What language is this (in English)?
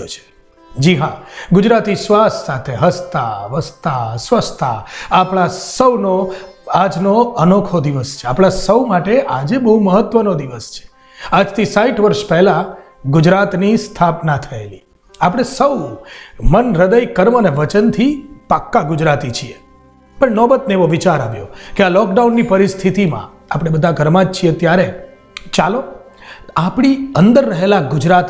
Gujarati